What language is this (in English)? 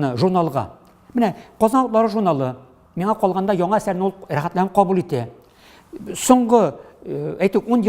Tatar